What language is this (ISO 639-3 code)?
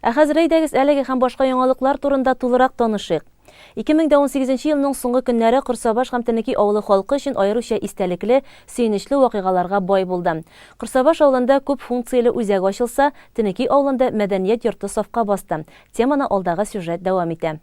tat